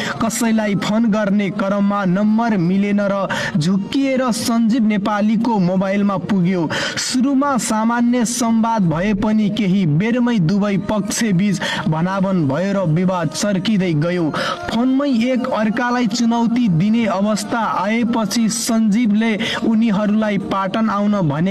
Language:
Nepali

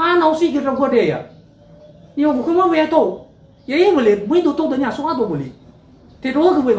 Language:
Nias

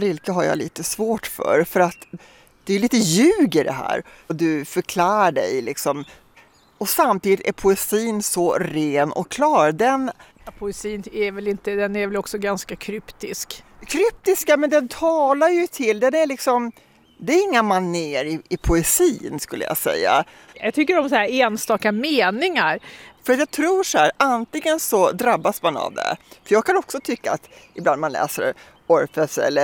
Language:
Swedish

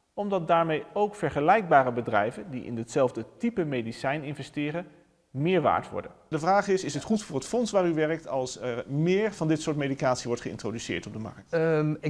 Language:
Dutch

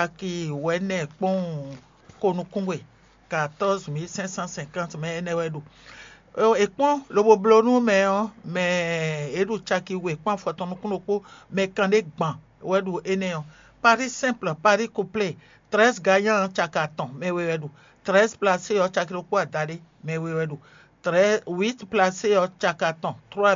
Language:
Fon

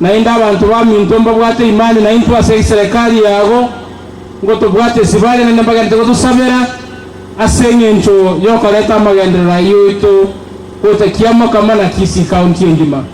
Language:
Gusii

